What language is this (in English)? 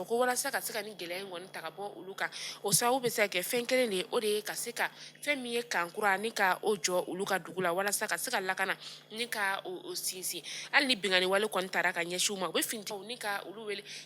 Bambara